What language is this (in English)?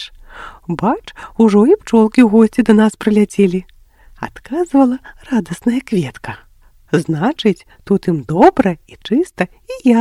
Belarusian